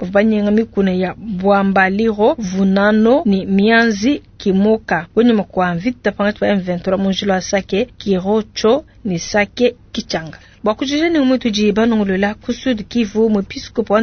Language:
Luba-Lulua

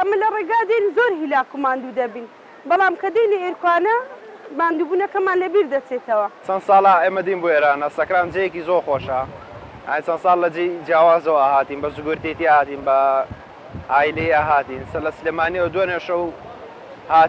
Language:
Central Kurdish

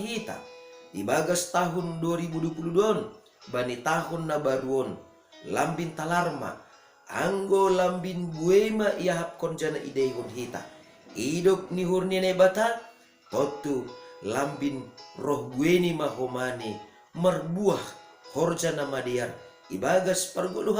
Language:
Batak Simalungun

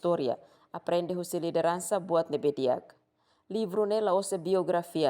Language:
Tetum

